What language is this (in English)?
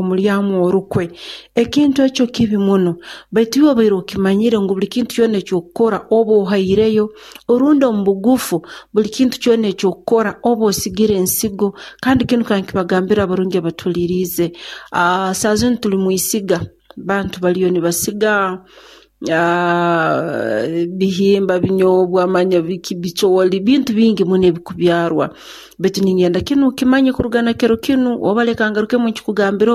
Nyoro